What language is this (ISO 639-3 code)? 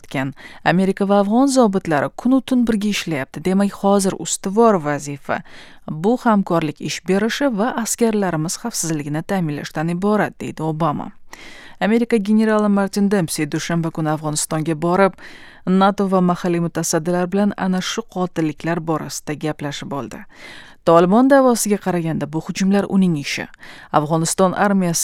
uzb